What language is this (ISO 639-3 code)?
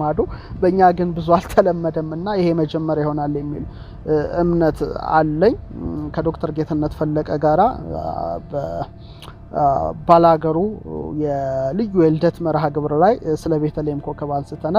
amh